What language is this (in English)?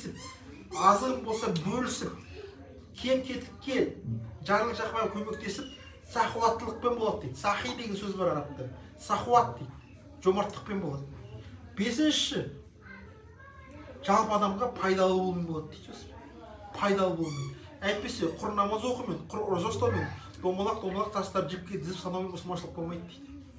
Kazakh